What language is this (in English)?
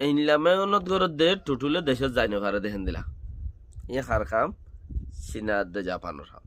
Rohingya